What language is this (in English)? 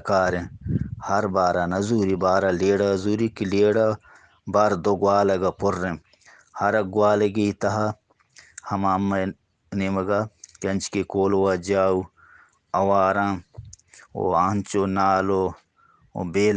Eastern Balochi